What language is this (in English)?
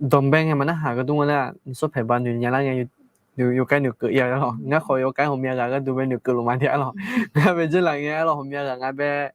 Akha